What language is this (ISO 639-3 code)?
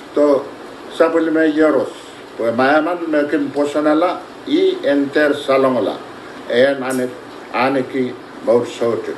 pon